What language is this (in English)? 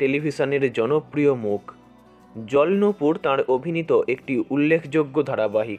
Bangla